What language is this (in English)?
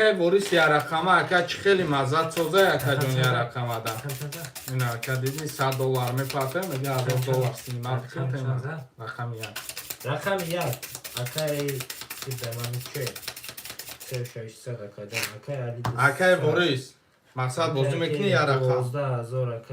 Tajik